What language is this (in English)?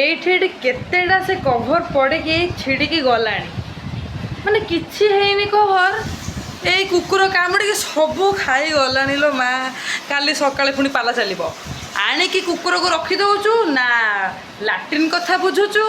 Odia